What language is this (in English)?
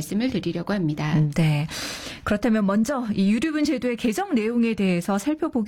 Korean